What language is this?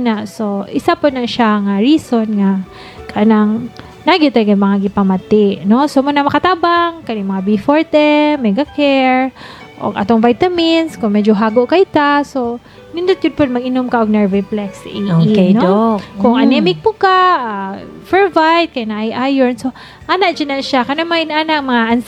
Cebuano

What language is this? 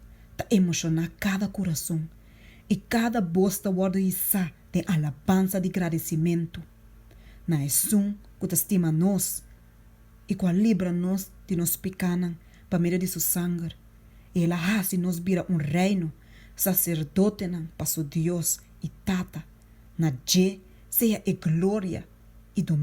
Papiamento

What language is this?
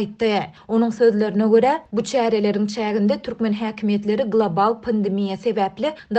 Turkmen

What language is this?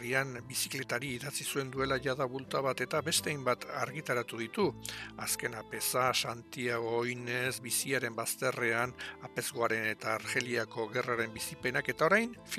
Basque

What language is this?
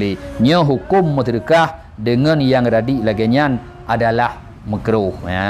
Achinese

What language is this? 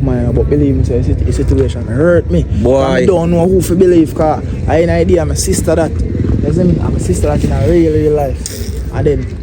Jamaican Creole English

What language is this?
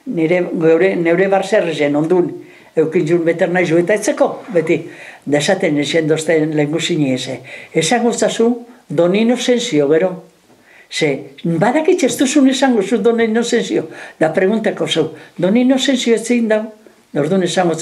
Basque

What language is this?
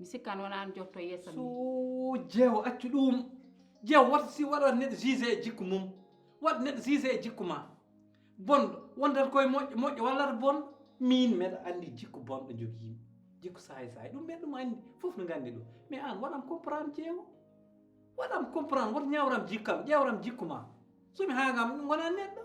Fula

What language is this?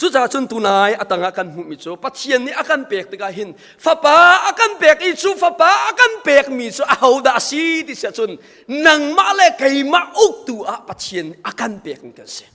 Hakha Chin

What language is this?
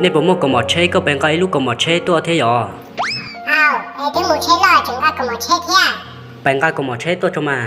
Hmong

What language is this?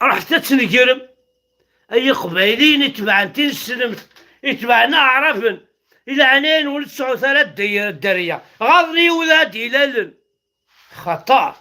Kabyle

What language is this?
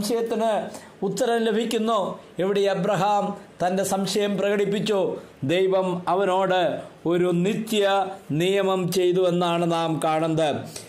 Malayalam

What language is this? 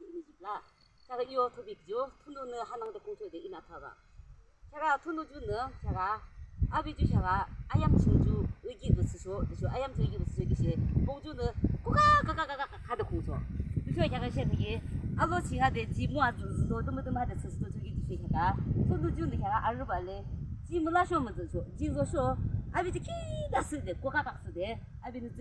Yimchungru Naga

